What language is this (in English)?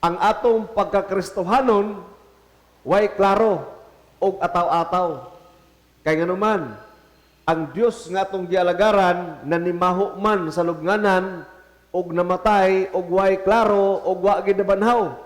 Cebuano